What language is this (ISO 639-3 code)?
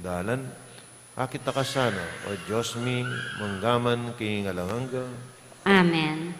pam